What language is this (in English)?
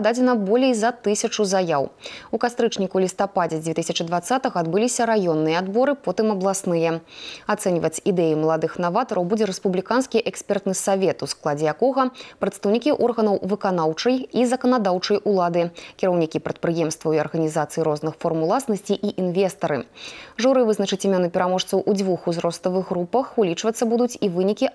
Belarusian